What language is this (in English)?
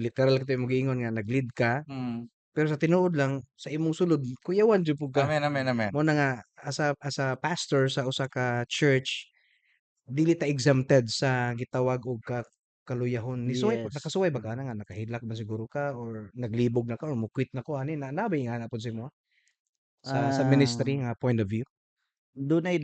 Cebuano